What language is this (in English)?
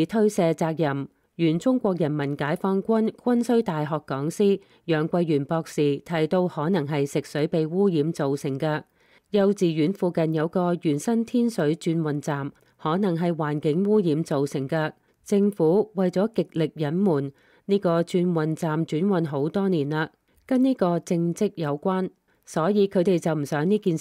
Cantonese